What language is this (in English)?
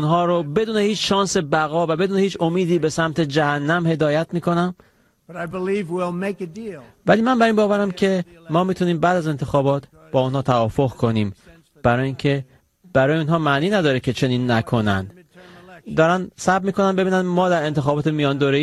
Persian